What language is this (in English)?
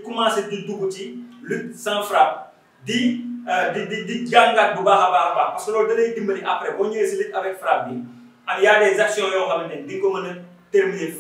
Wolof